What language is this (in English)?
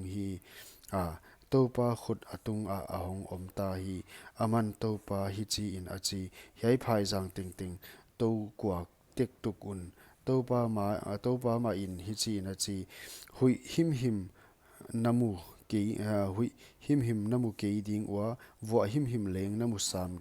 Paite Chin